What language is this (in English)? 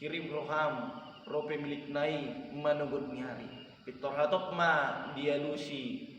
Batak Toba